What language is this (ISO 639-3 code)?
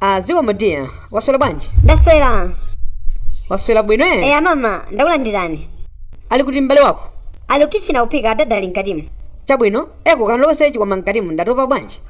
nya